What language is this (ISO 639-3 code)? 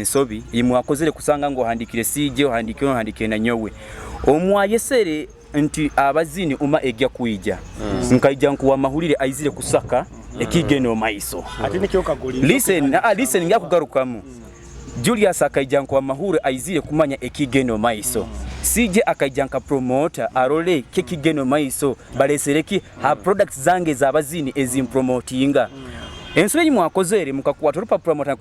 nyo